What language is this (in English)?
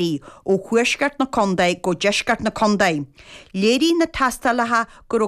Irish